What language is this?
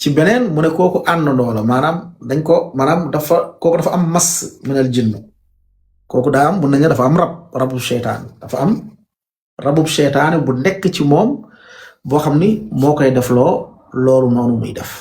Wolof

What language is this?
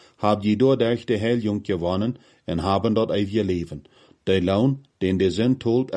Plautdietsch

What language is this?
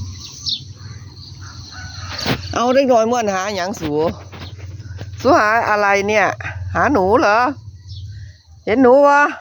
Lao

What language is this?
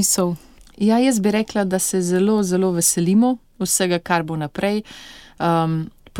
Slovenian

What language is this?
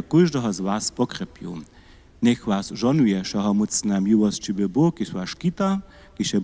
Upper Sorbian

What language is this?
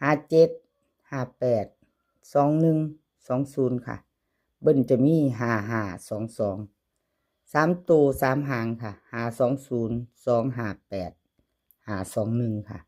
Northeastern Thai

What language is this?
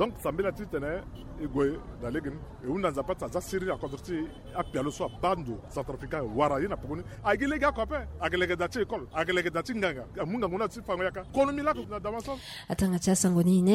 Sango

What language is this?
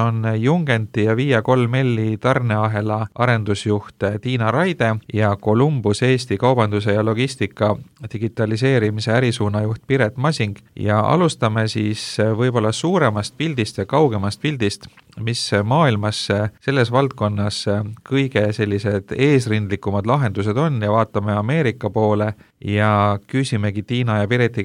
Estonian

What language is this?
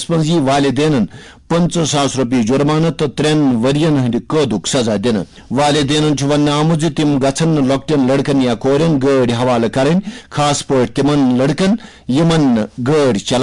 Kashmiri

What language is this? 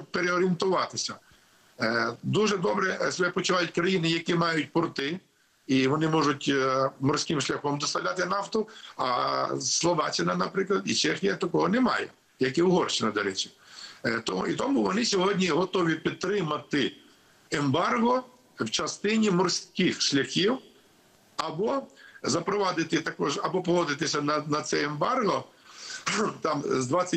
Ukrainian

